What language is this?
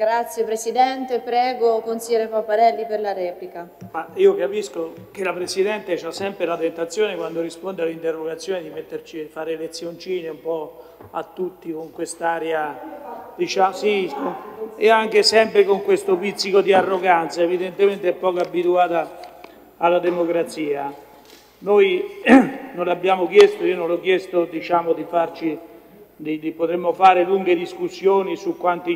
Italian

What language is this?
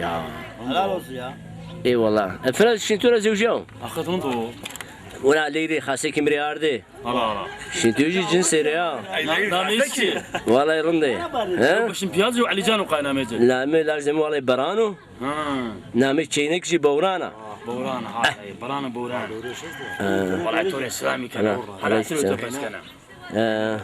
Zaza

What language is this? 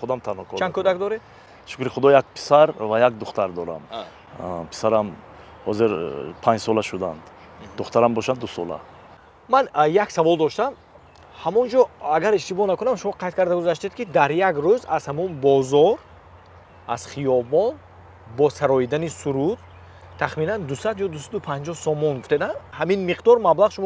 Tajik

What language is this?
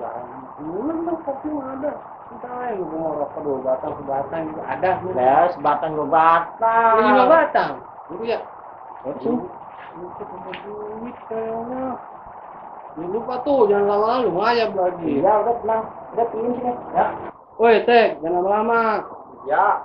Betawi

